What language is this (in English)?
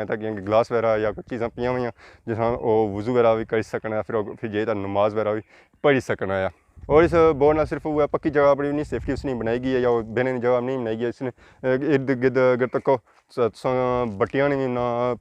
Pahari-Potwari